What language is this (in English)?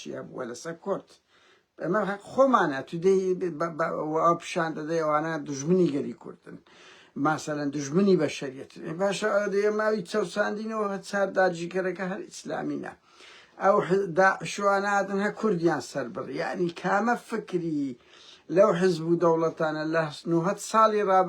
Central Kurdish